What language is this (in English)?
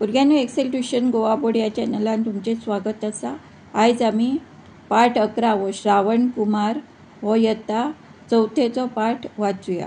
Konkani